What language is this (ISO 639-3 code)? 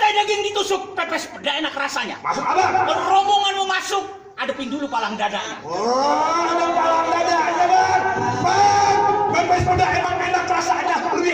bew